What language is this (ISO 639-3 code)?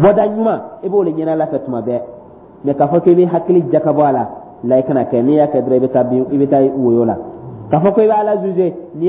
dyu